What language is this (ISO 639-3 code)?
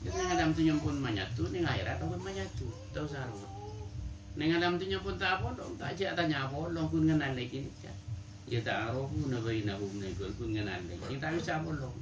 mad